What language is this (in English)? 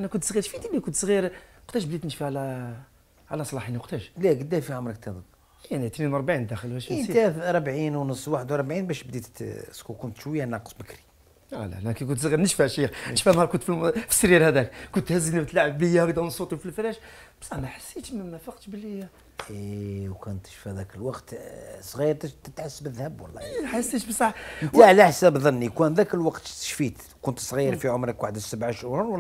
Algerian Arabic